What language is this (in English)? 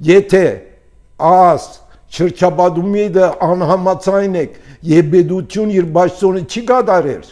Armenian